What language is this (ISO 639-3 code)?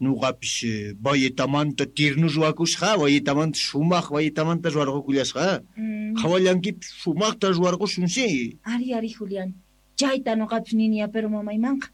quh